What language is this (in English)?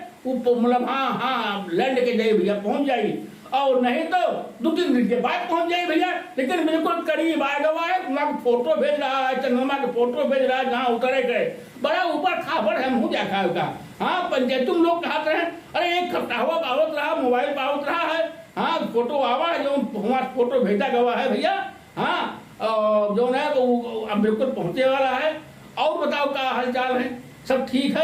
Awadhi